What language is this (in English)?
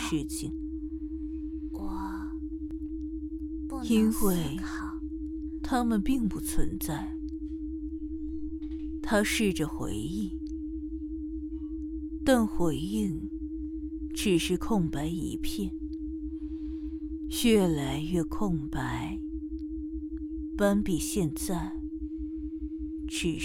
Chinese